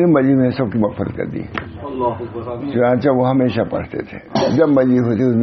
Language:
Urdu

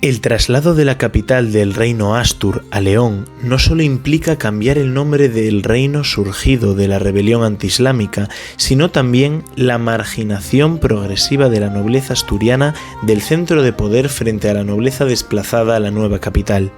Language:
Asturian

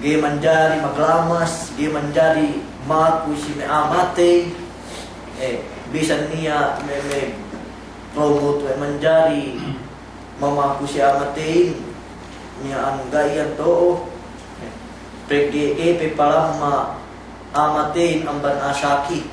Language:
Yakan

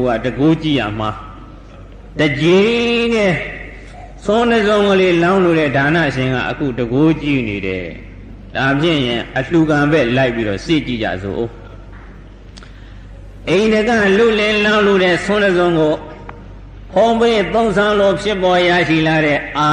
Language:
Burmese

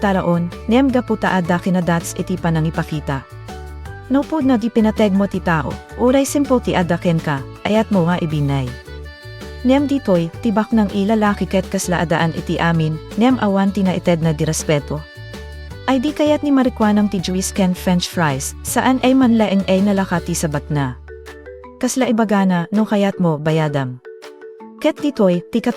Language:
Iloko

